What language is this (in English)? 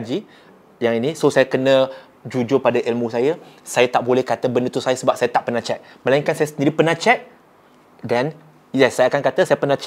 Malay